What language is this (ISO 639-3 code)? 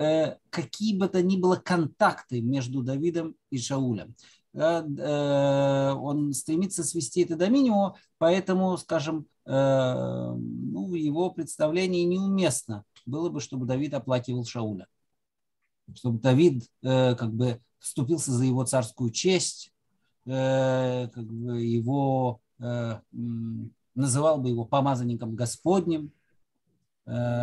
rus